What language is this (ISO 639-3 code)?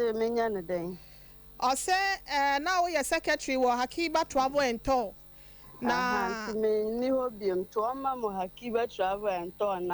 aka